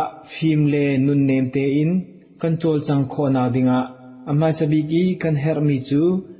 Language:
Hakha Chin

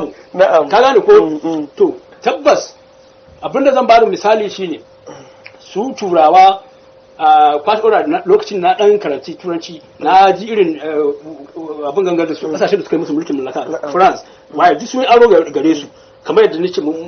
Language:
Hausa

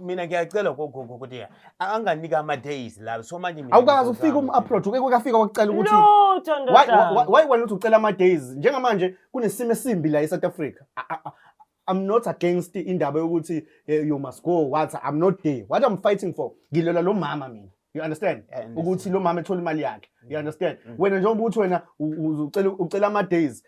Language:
Zulu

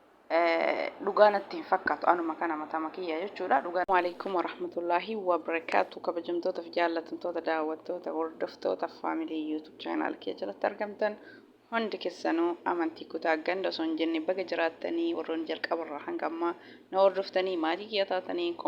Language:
Oromo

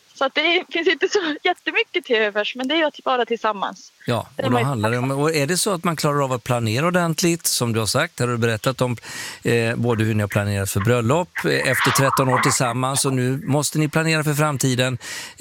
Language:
Swedish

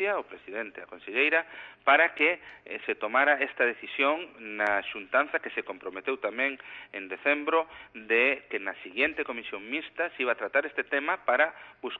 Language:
Galician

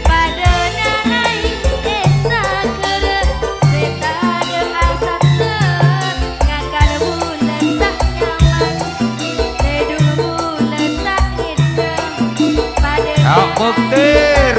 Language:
Madurese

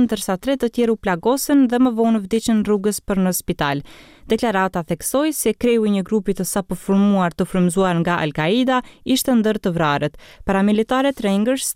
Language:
Albanian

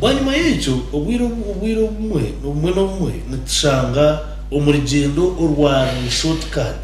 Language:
Nyankole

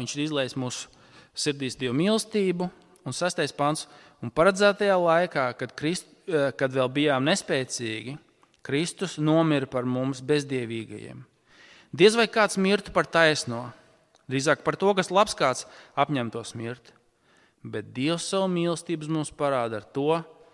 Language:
Latvian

